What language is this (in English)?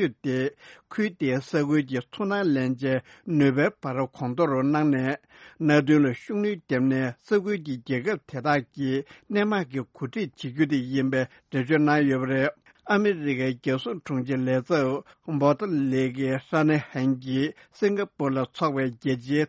Tibetan